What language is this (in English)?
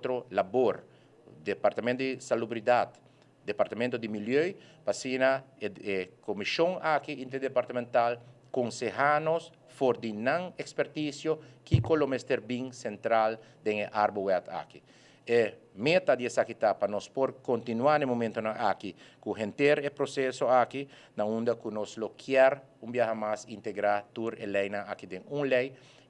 Papiamento